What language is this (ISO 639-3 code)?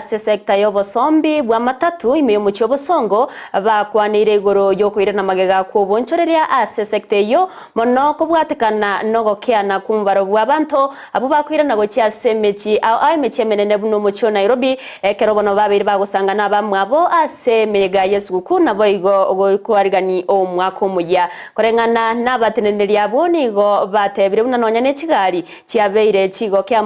guz